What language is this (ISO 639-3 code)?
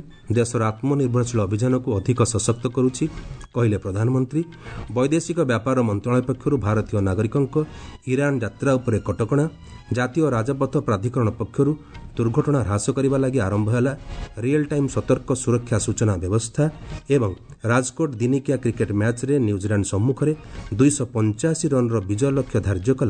ori